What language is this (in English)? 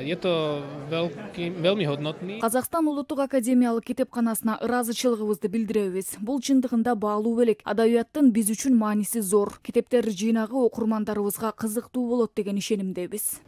Kyrgyz